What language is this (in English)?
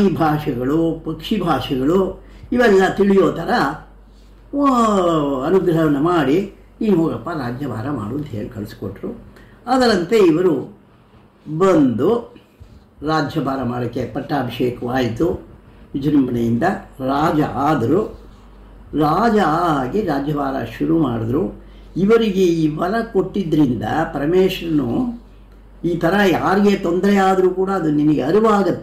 Kannada